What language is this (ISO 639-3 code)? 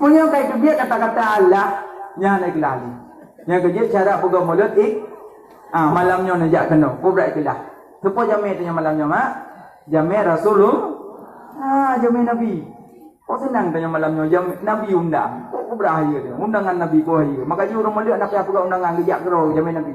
ace